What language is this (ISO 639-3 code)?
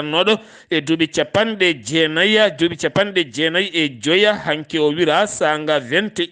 ful